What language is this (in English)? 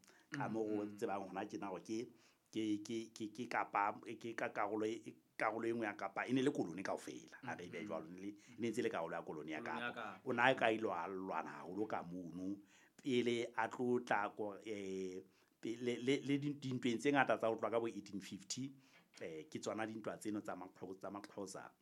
Southern Sotho